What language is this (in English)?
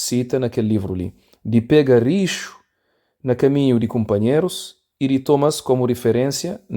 Kabuverdianu